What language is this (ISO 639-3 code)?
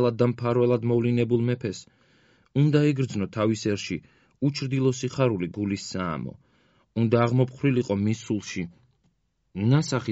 kat